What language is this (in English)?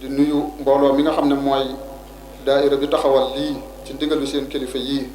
Wolof